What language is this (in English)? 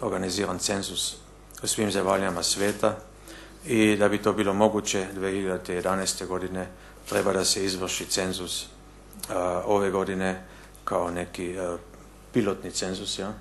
Bosnian